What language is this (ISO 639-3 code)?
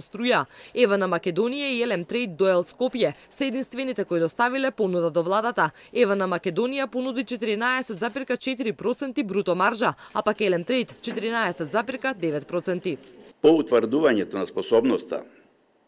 mkd